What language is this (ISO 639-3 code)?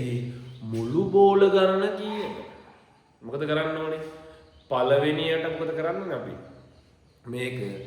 sin